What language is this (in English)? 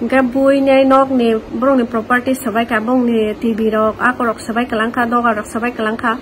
Kok Borok